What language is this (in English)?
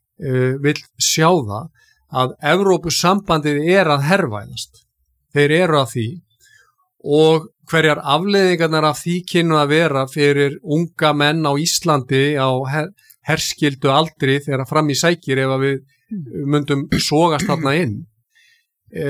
Icelandic